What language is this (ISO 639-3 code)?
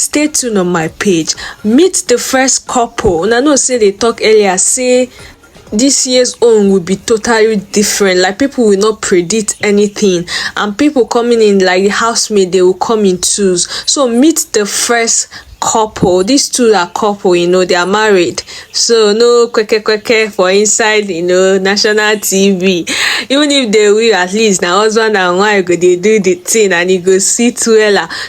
pcm